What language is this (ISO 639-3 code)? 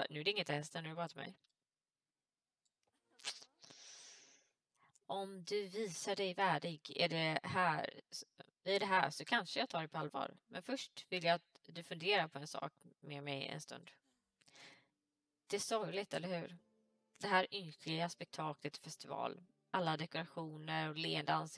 swe